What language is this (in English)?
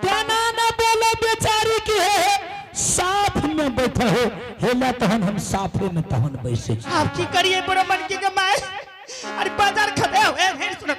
Angika